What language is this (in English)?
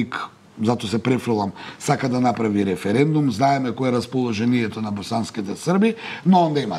Macedonian